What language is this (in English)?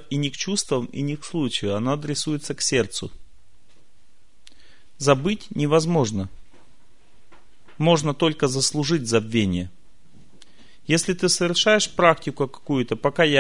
Russian